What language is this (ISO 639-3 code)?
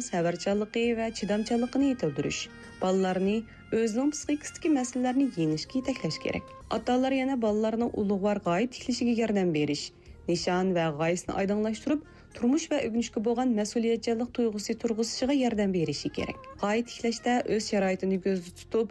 uig